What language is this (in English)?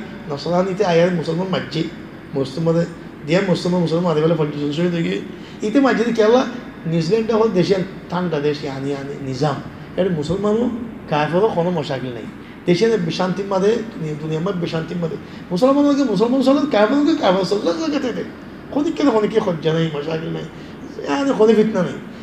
Rohingya